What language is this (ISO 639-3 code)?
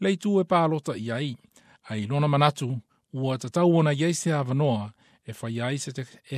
smo